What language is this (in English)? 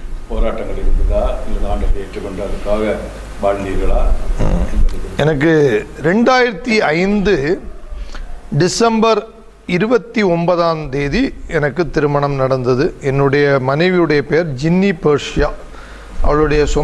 Tamil